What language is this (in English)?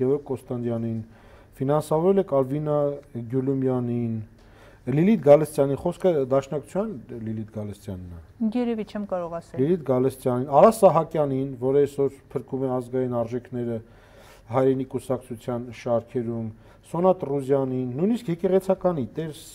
Armenian